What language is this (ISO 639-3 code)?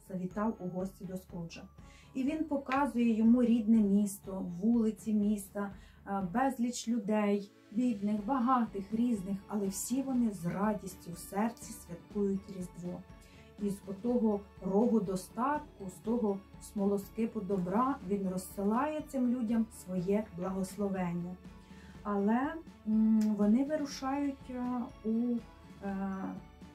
ukr